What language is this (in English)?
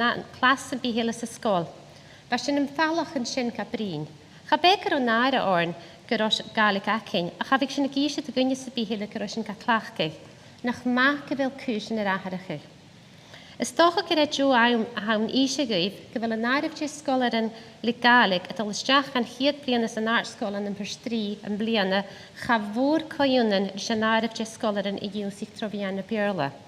Scottish Gaelic